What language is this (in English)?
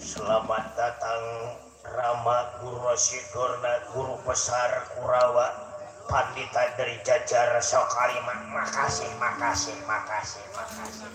Betawi